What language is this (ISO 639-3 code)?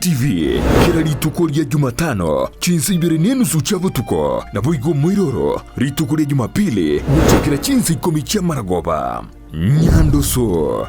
guz